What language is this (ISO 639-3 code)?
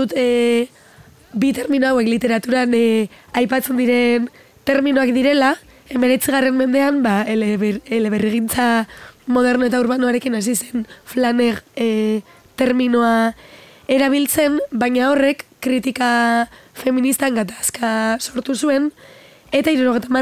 eus